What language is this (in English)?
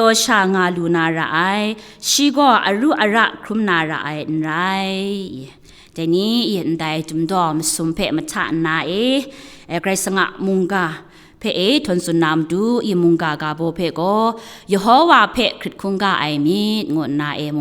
Kachin